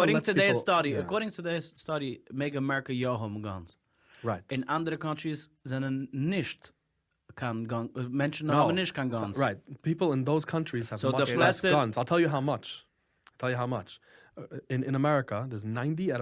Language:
Yiddish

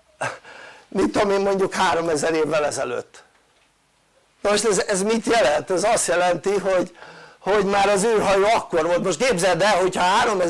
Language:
Hungarian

